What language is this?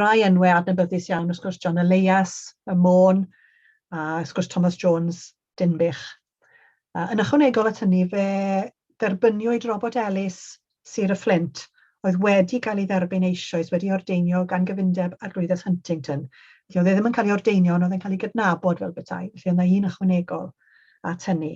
Welsh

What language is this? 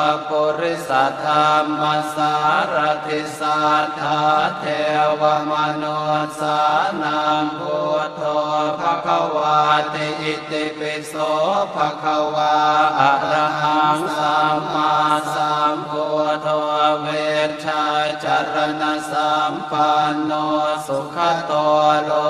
Pali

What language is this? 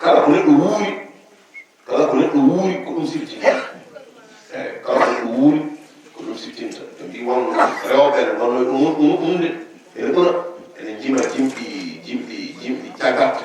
Fula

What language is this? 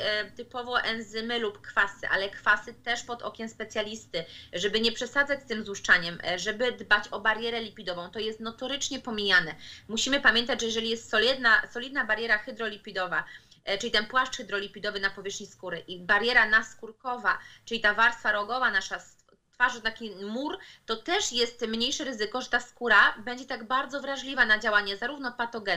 Polish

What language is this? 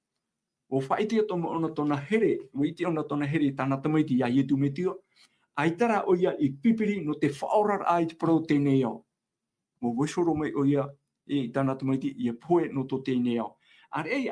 Tahitian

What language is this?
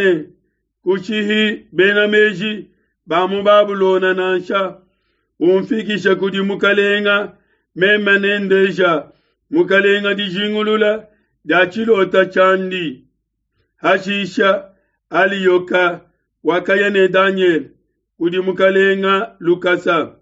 Luba-Lulua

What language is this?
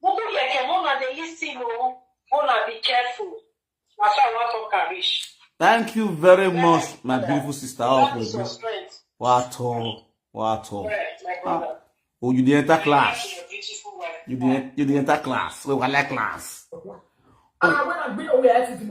Nigerian Pidgin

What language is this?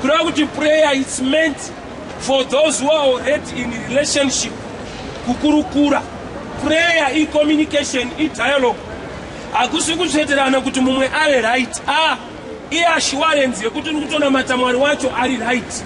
Shona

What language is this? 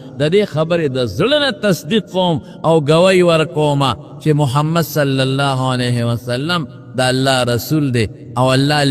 Pashto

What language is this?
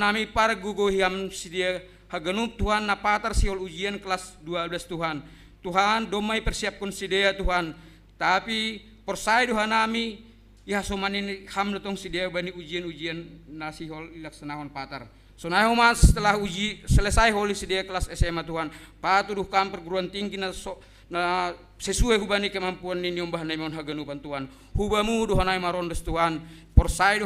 Batak Simalungun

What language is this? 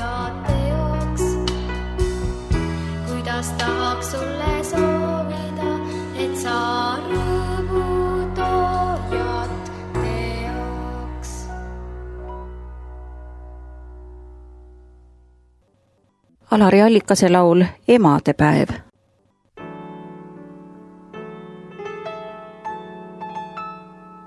Estonian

